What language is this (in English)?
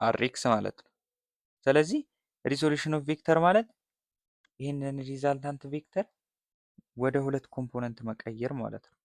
Amharic